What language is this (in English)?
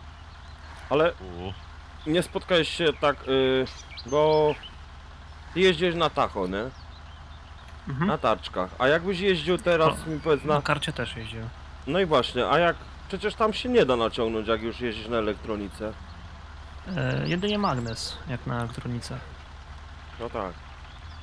Polish